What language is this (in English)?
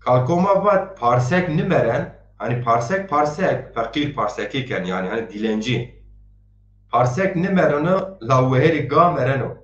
Zaza